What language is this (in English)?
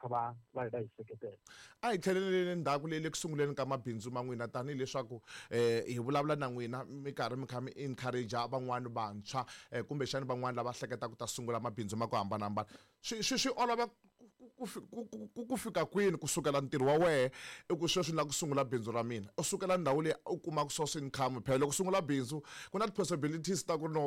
Tsonga